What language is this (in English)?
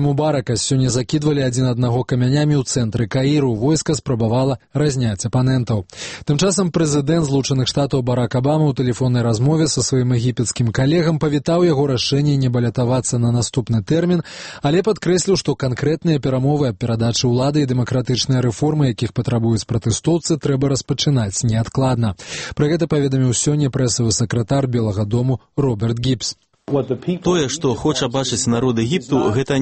Belarusian